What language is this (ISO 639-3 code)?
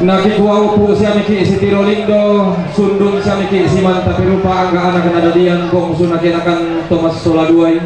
sda